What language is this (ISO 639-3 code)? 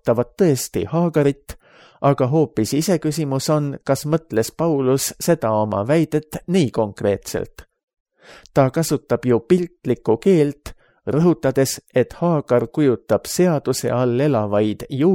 est